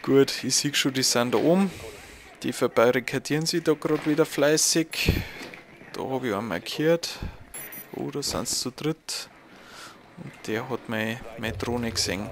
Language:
Bavarian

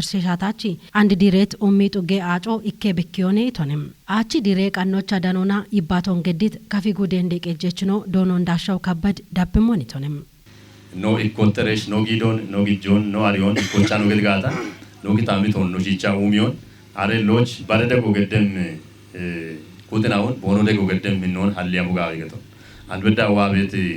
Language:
Kafa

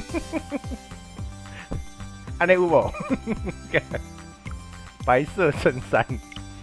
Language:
Chinese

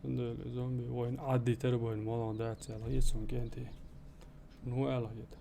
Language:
Chechen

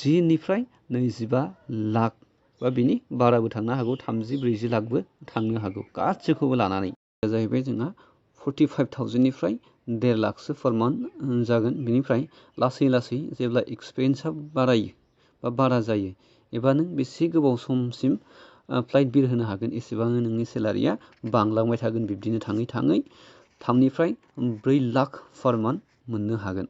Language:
Bodo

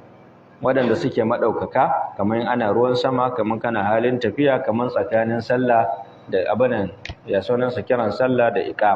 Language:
Hausa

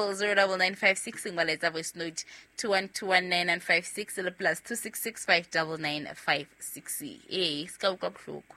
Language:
Southern Sotho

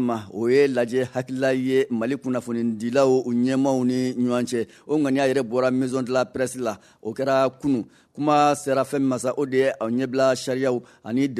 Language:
Bambara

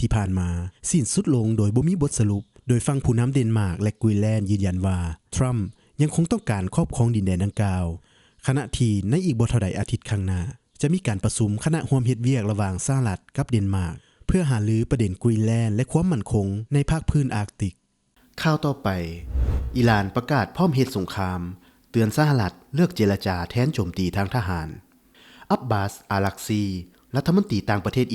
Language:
Lao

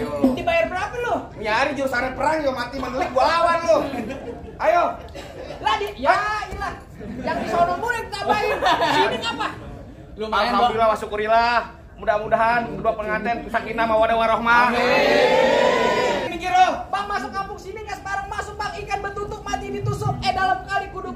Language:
Betawi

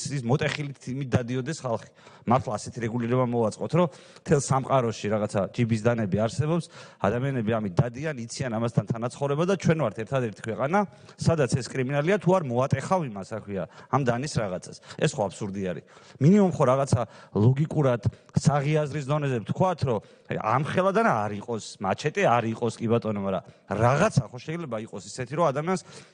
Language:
Georgian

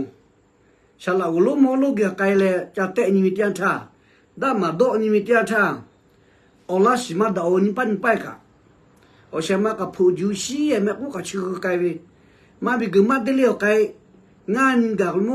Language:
Lahu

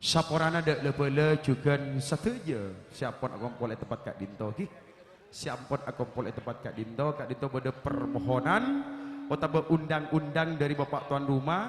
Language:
Madurese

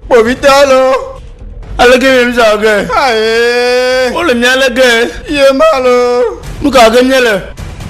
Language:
Ewe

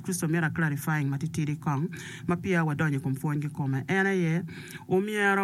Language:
Acoli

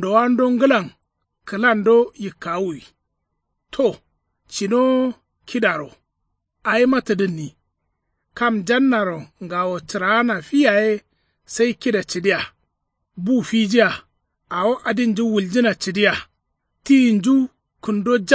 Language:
Kanuri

